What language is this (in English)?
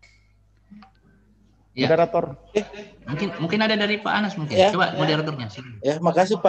Indonesian